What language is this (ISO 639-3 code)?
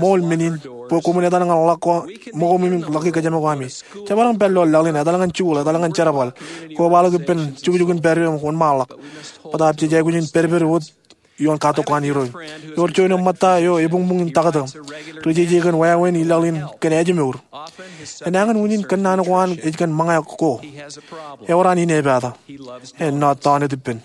mah